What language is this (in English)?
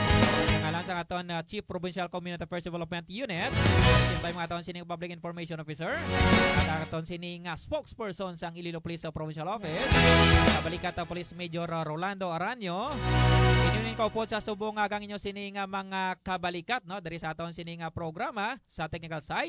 Hiligaynon